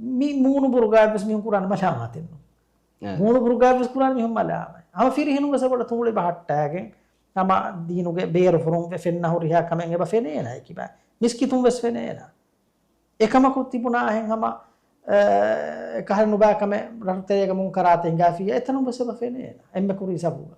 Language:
Divehi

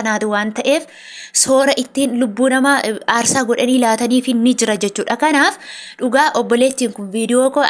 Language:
Oromo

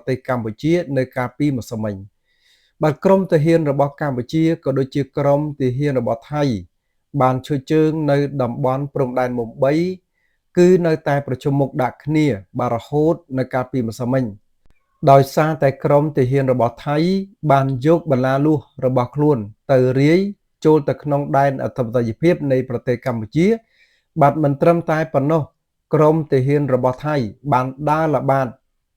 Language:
Khmer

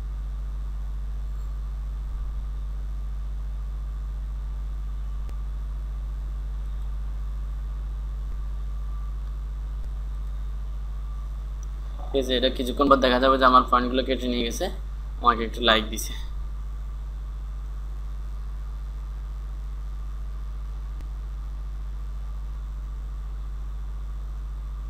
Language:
Bangla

